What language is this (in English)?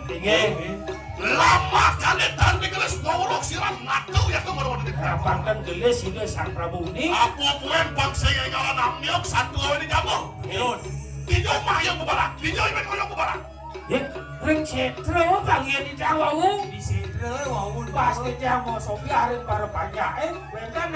Balinese